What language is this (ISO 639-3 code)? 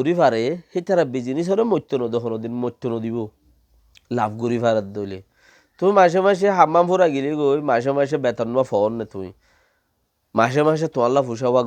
rhg